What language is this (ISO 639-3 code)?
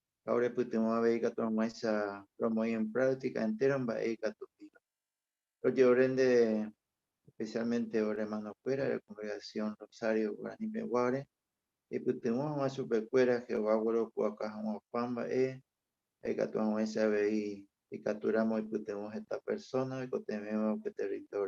grn